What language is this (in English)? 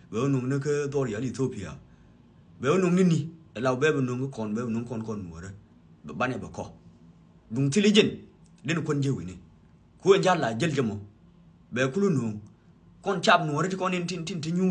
Nuer